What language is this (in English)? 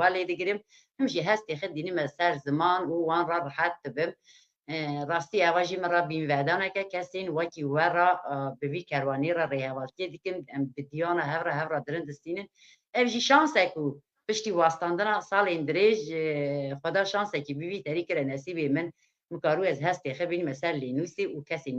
Kurdish